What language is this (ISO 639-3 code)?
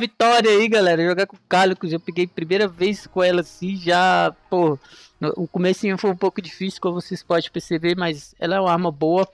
por